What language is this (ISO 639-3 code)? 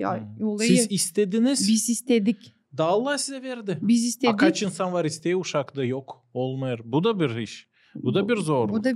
gag